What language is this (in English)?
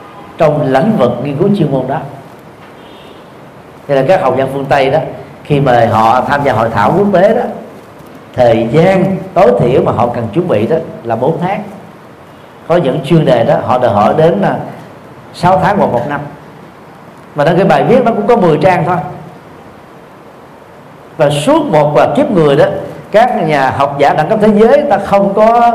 Vietnamese